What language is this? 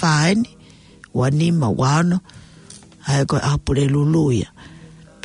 Tongan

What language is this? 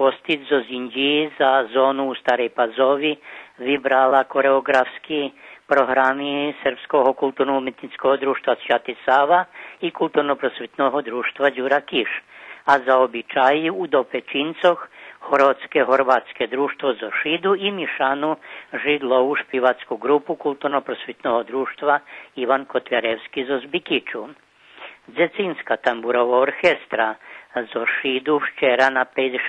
Rusyn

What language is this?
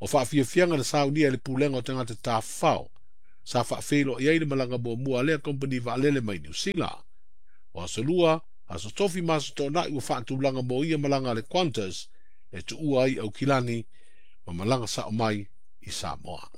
Samoan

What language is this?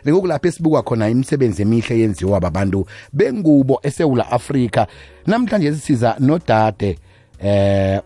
South Ndebele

